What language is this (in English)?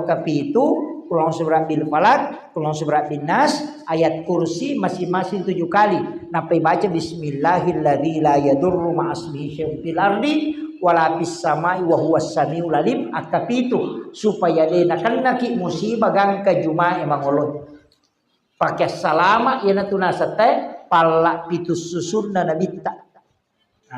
Buginese